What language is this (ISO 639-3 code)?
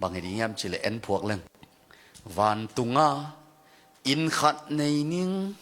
ctd